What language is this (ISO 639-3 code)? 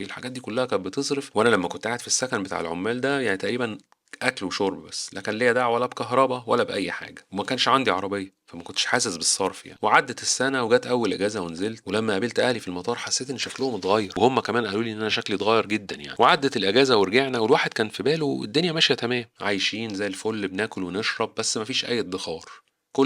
arz